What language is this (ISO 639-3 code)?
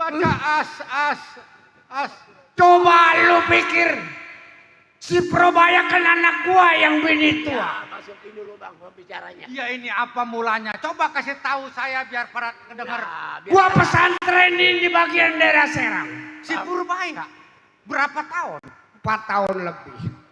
bew